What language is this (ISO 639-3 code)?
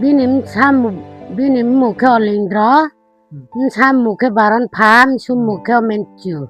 ria